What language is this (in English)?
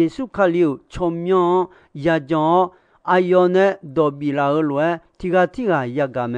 Akha